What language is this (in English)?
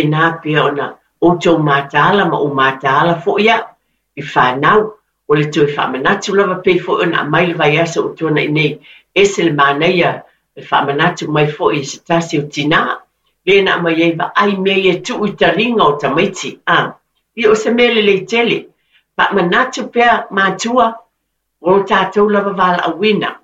Samoan